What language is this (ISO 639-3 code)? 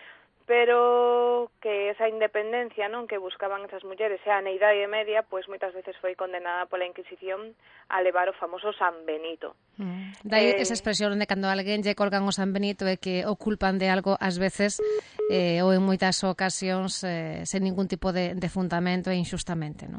glg